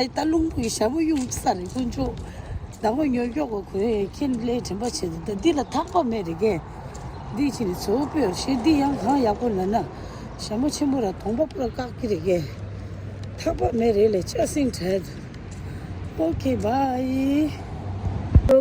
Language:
Tibetan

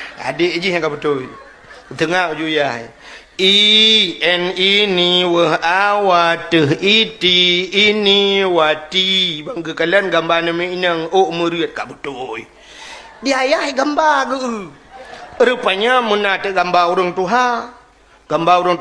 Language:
Achinese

